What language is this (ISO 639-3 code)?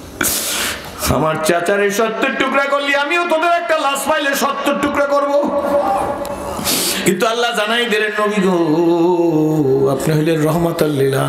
ben